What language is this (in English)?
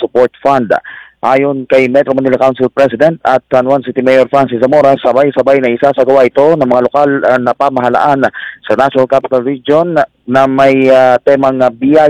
Filipino